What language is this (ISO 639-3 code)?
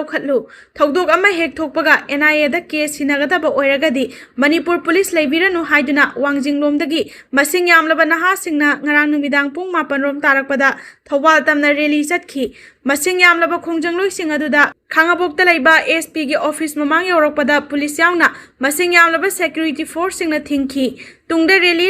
mni